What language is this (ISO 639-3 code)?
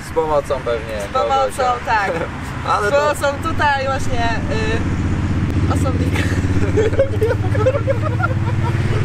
pol